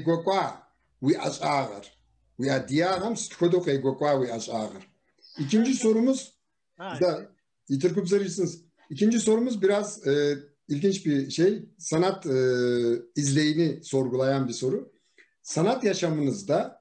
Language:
Kabardian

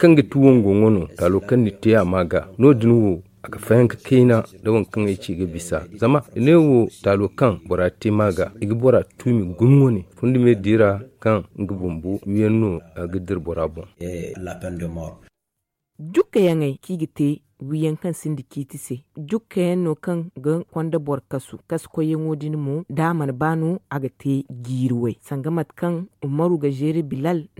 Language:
Zarma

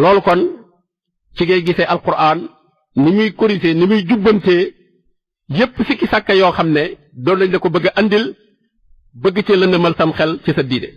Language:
Wolof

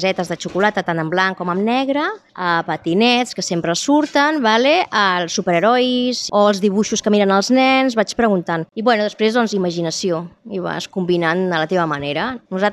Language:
Catalan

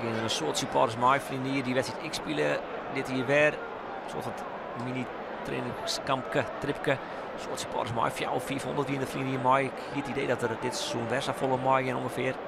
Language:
Western Frisian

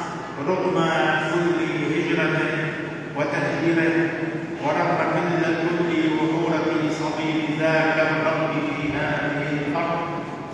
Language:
Arabic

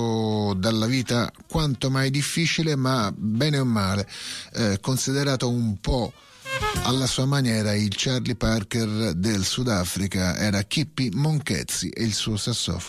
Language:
Italian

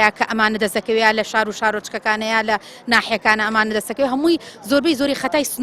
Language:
Central Kurdish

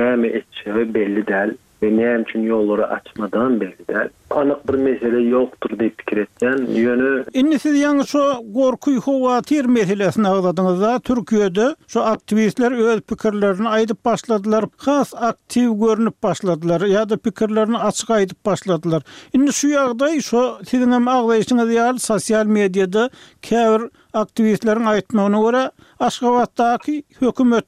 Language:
Turkmen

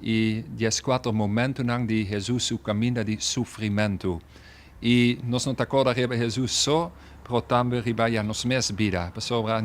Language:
Papiamento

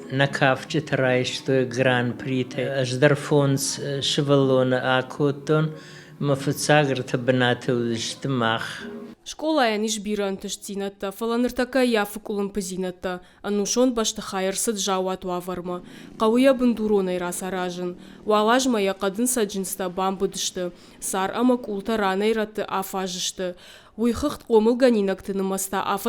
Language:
Ossetic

